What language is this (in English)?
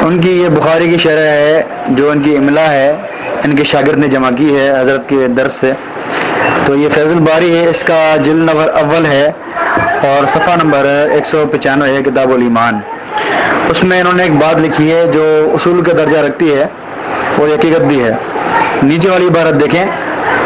Urdu